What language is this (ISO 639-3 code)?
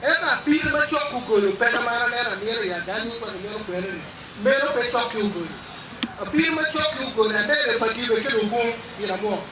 ach